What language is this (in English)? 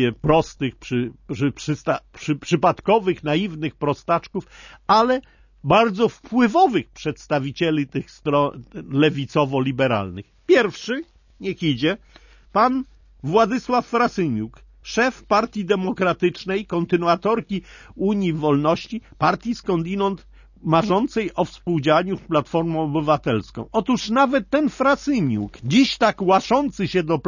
Polish